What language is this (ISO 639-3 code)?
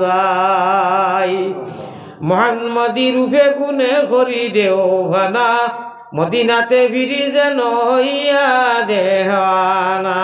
syl